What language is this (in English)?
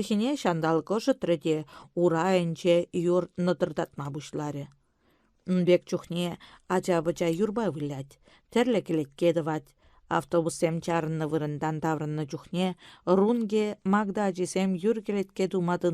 Chuvash